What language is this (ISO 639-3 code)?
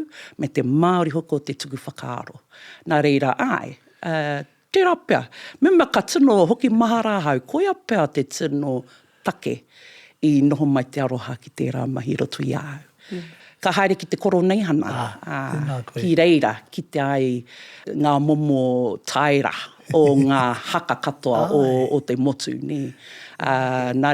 mri